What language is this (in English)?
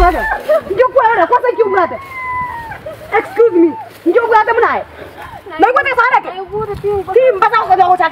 Swahili